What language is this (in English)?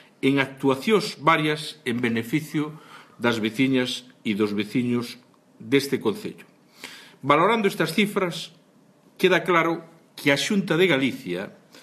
Galician